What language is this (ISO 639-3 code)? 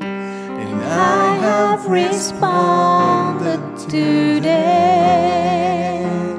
mfe